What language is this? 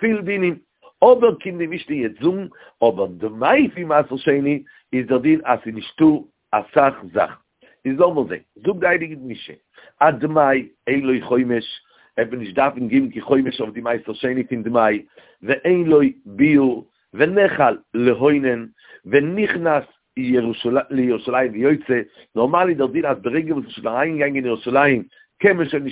Yiddish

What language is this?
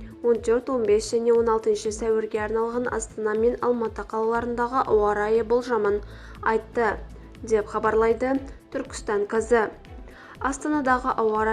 Kazakh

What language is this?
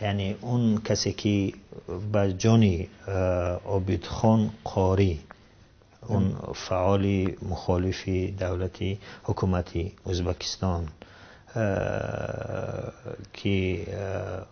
Tajik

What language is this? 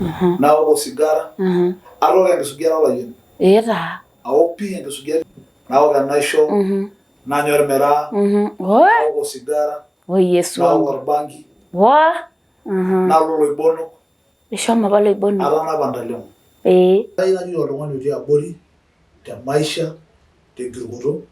Masai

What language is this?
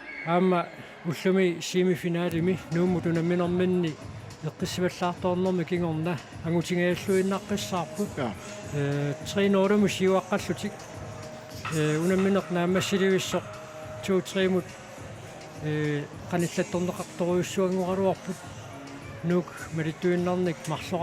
Kalaallisut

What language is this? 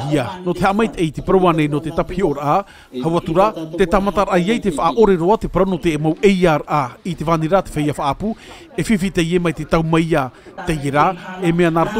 Tahitian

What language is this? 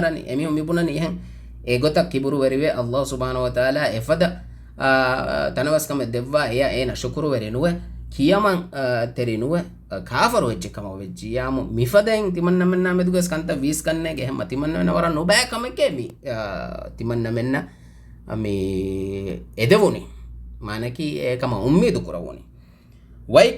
Divehi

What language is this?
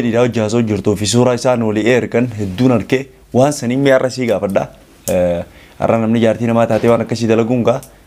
Oromo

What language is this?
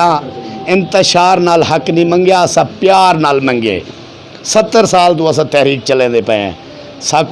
Saraiki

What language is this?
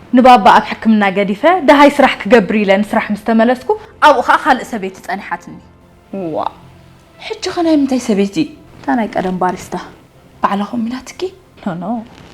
Tigrinya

